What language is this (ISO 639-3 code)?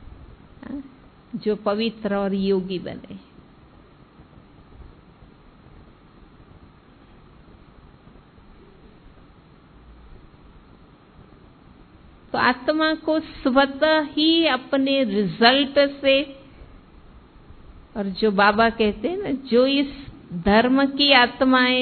hin